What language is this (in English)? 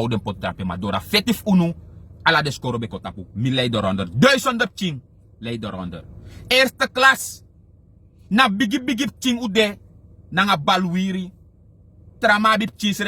Sranan Tongo